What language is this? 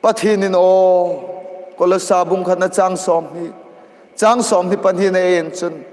Hmar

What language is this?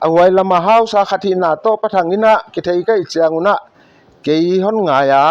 Paite Chin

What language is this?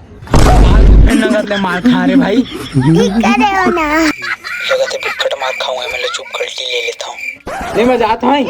Chhattisgarhi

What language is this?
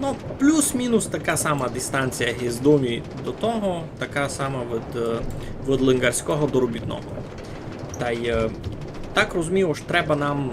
Rusyn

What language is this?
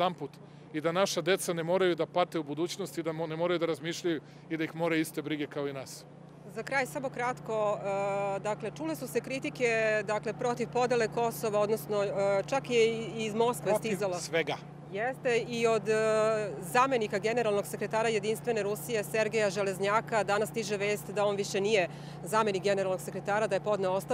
Serbian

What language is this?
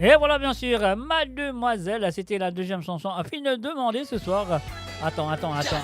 Morisyen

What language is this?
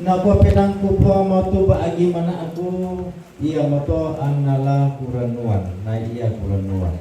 Toraja-Sa'dan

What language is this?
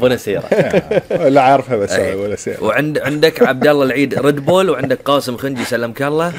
Gulf Arabic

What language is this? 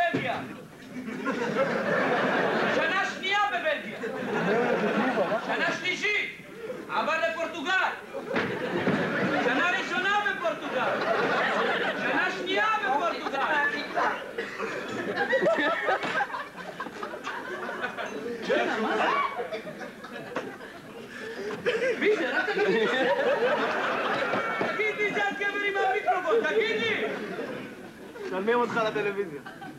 Hebrew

